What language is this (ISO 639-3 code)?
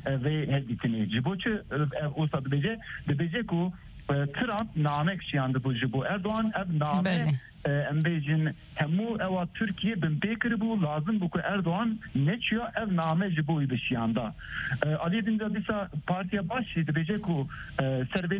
kur